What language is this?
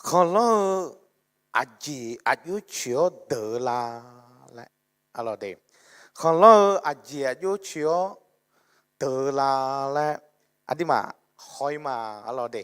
Akha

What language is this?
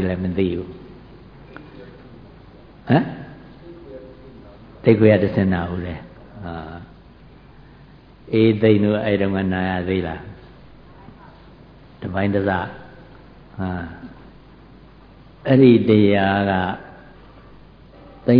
Burmese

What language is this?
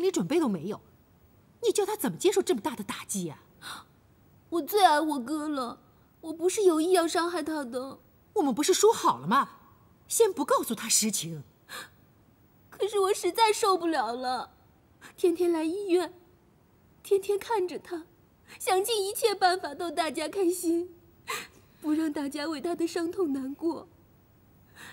Chinese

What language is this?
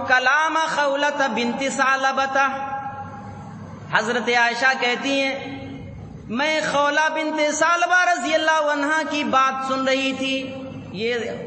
Urdu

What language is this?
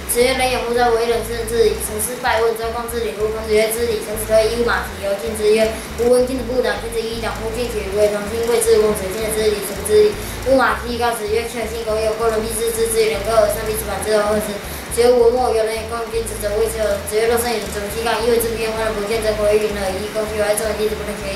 Literary Chinese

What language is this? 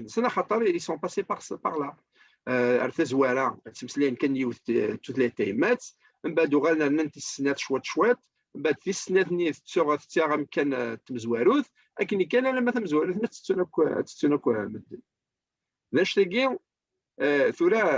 Kabyle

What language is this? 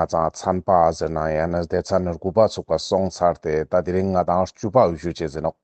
Ladakhi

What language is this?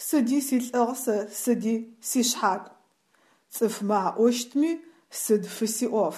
Adyghe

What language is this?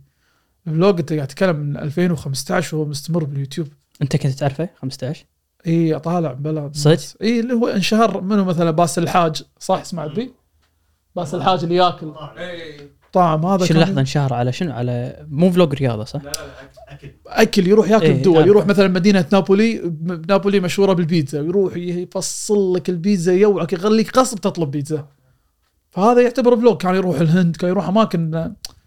Gulf Arabic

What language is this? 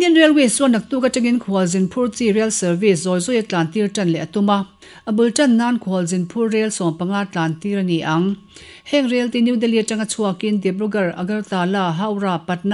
Mizo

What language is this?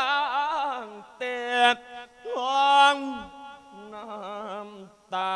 Lao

